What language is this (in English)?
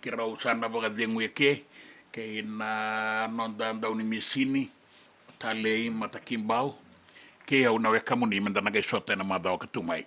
Fijian